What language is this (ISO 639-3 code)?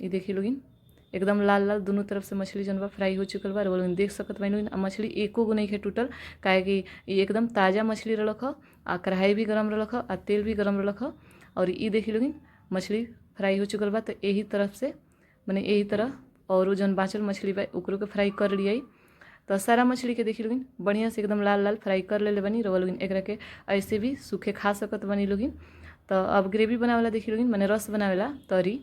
bho